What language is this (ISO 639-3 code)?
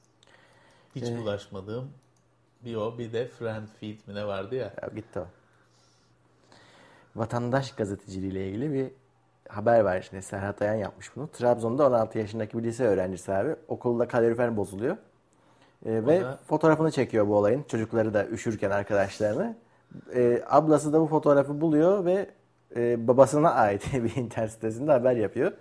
tur